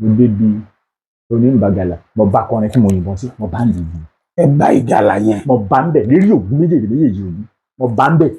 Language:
Yoruba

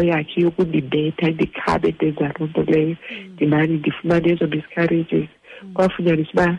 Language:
Xhosa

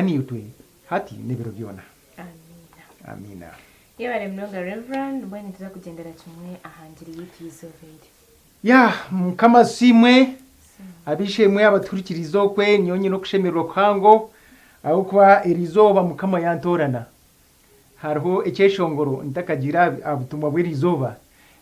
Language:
Nyankole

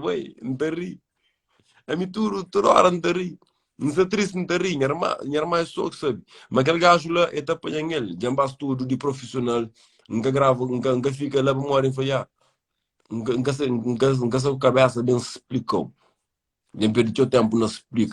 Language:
Kabuverdianu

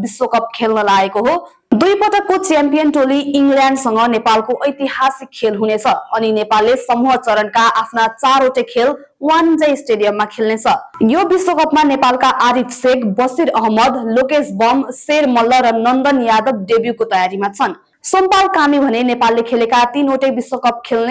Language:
Nepali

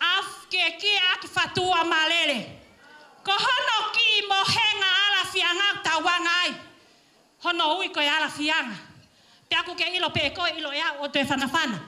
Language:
Tongan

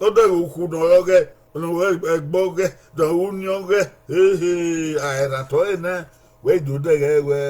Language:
Bini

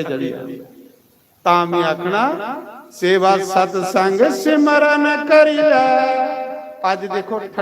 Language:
Dogri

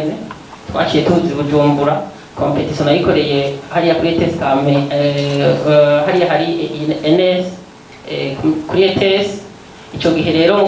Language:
Rundi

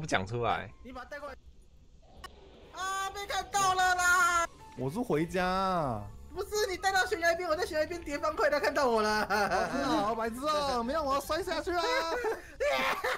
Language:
Chinese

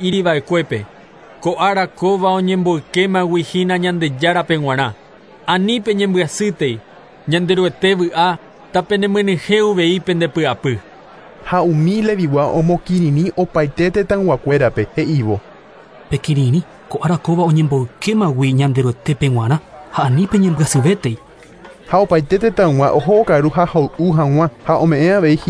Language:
Guarani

